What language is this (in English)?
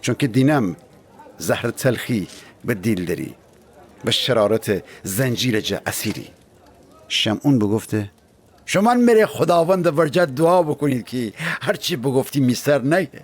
Gilaki